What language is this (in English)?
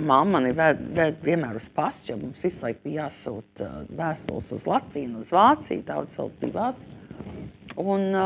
Latvian